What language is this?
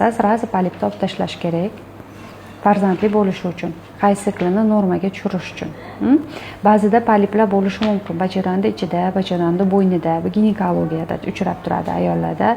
Uzbek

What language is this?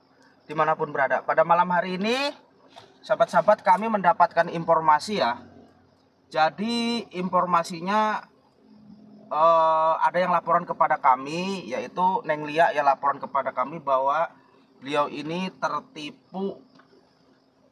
Indonesian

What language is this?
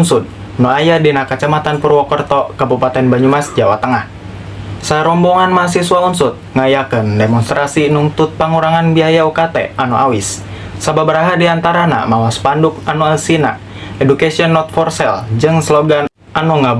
Sundanese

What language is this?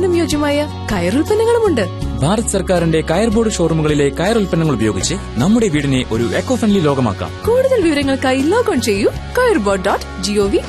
Malayalam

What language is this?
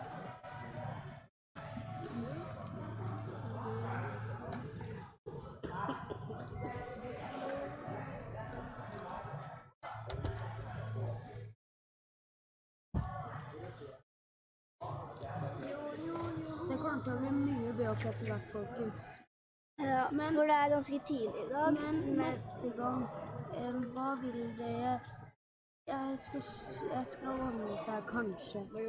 Norwegian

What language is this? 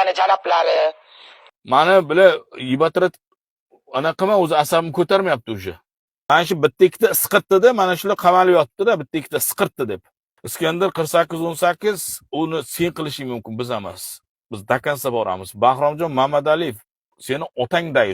Uzbek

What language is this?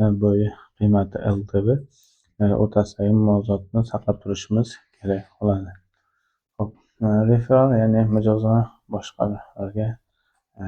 Uzbek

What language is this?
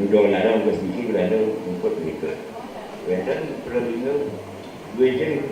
Balinese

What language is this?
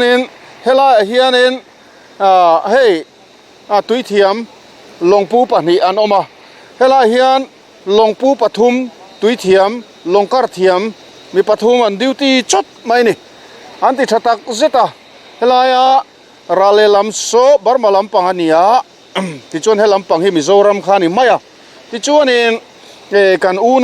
Mizo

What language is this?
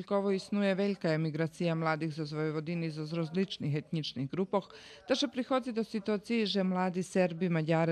Rusyn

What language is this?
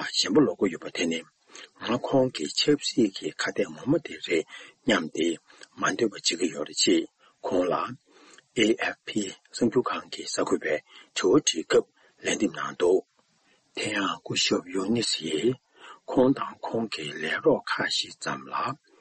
Tibetan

